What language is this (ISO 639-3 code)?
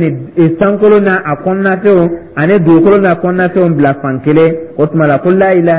dyu